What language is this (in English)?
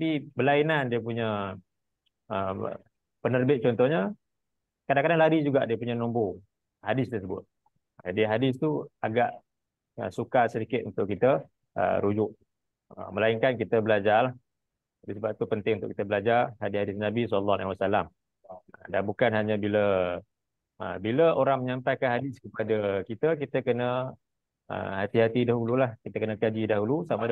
Malay